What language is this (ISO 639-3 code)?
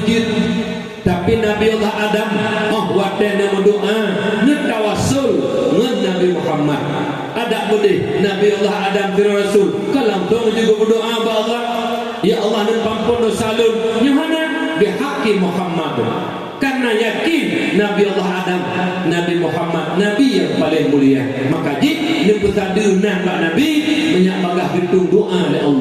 ace